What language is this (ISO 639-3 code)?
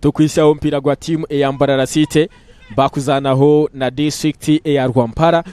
nyn